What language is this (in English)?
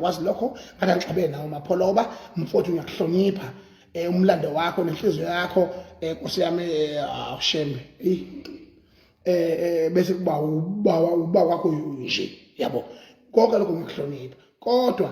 Zulu